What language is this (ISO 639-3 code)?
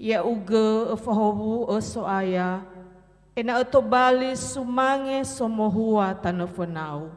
nia